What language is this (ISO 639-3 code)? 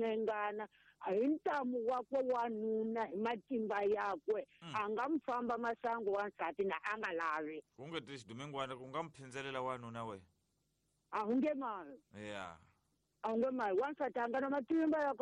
tso